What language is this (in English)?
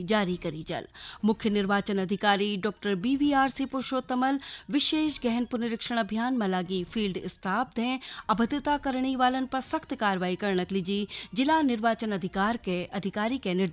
Bhojpuri